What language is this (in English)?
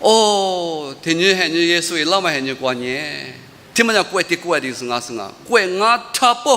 Lisu